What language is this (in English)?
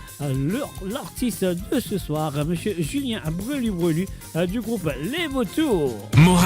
Morisyen